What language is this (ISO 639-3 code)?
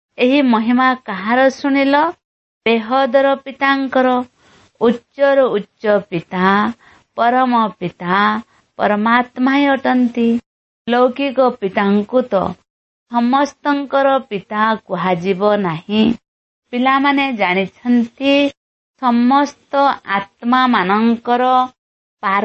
ori